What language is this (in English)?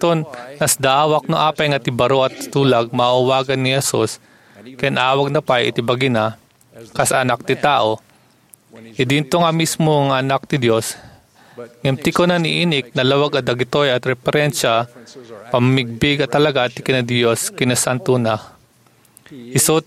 Iloko